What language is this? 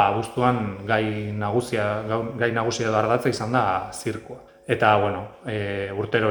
Basque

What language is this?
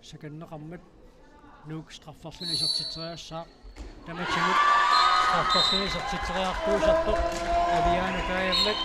Kalaallisut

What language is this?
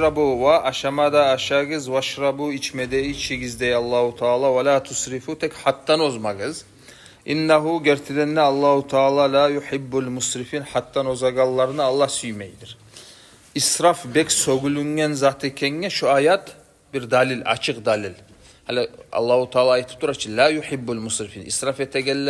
Kumyk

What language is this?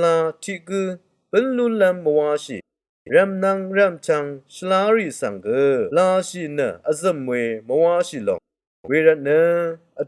Rawang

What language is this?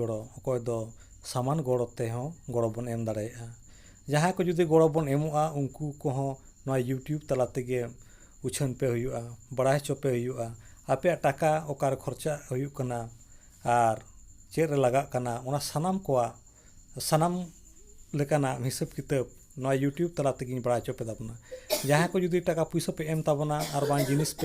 Santali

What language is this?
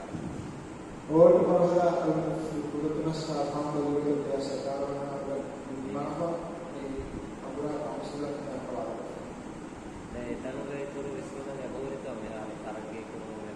Divehi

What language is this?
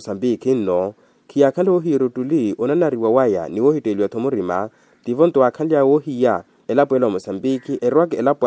Makhuwa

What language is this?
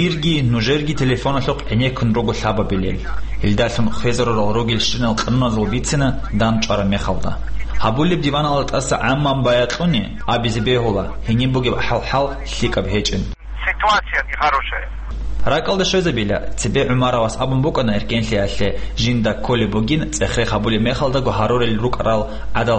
Avaric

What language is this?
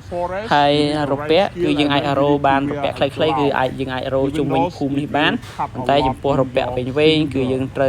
Khmer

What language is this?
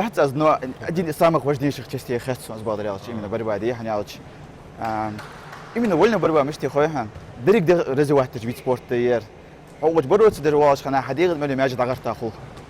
Ingush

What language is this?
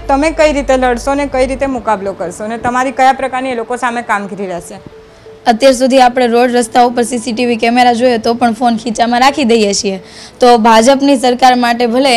Gujarati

